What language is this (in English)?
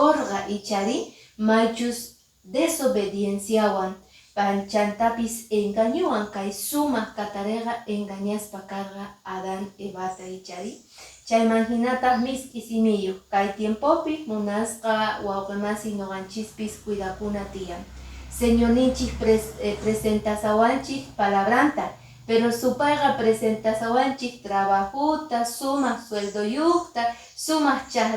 Quechua